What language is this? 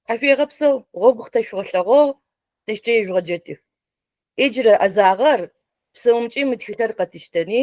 Adyghe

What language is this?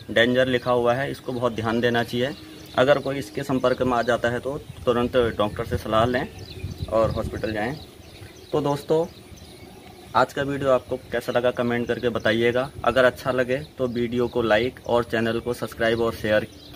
Hindi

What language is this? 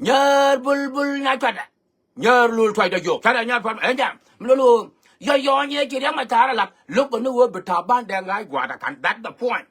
Nuer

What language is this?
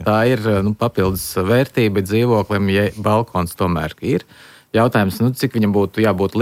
Latvian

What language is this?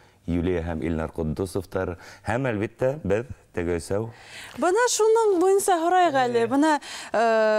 Bashkir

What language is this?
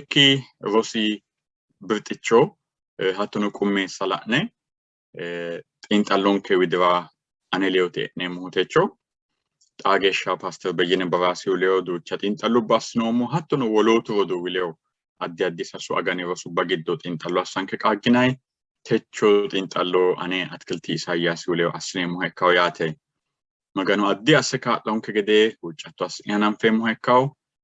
Sidamo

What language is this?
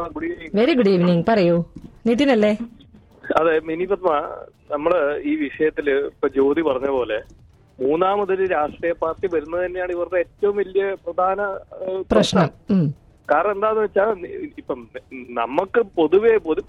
Malayalam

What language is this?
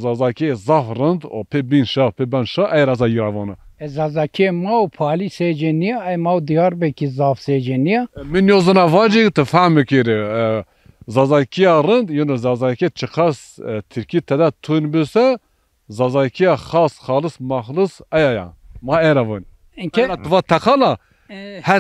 Zaza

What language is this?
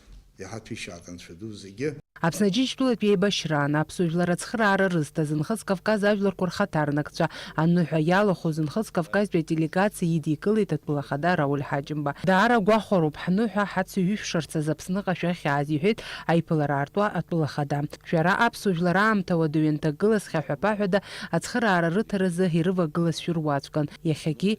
Abkhazian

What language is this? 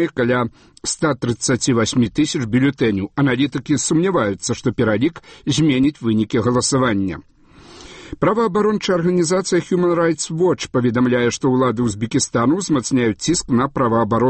Belarusian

